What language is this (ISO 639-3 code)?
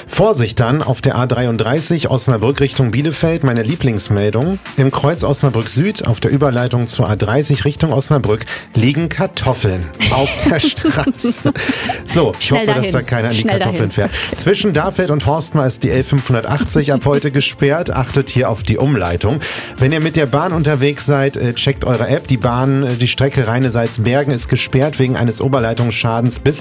deu